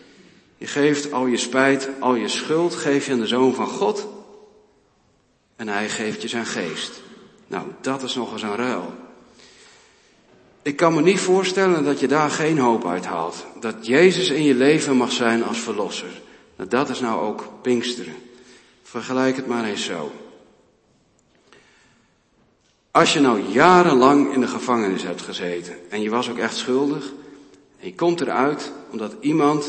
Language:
Dutch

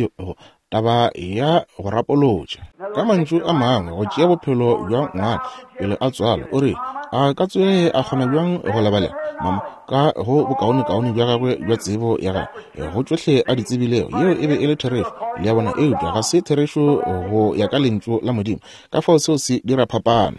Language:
Northern Sotho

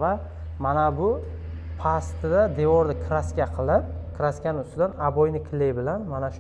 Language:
Uzbek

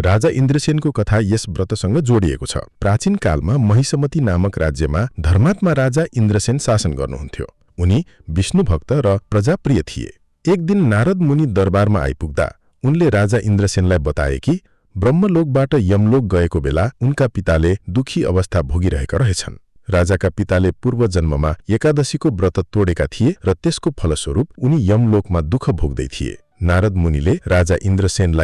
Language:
Nepali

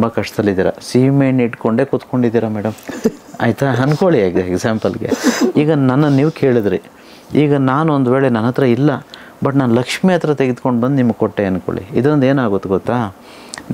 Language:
Kannada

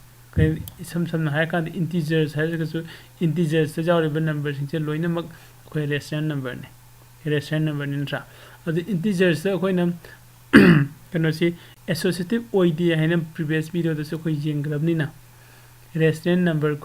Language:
Manipuri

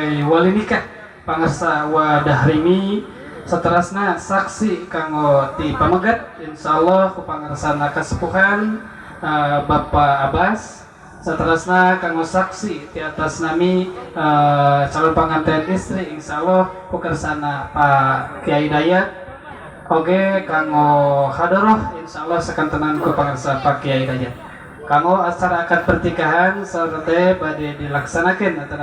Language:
Sundanese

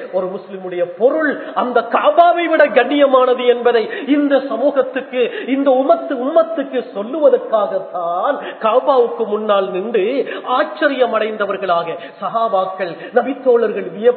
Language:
Tamil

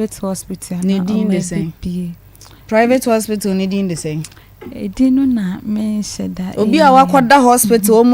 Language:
Akan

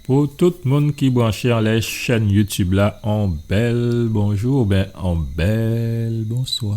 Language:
Guadeloupean Creole French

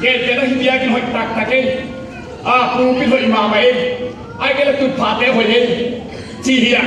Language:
Tedim Chin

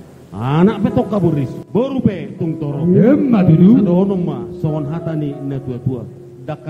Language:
Batak Toba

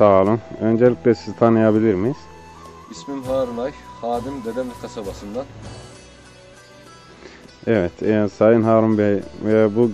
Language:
Turkish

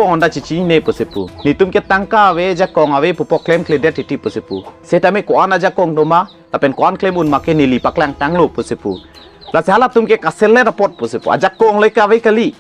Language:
Karbi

